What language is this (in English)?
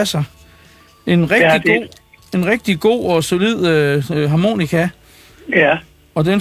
Danish